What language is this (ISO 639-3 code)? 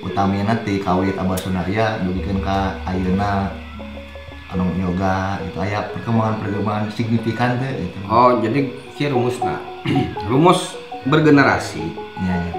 sun